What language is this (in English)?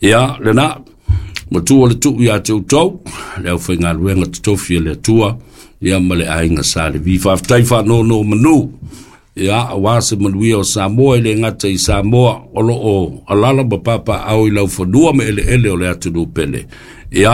Samoan